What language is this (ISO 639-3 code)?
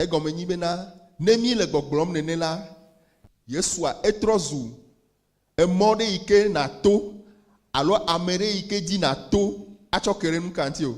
ewe